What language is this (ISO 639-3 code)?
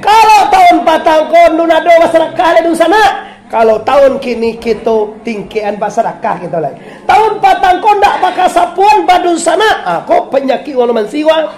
min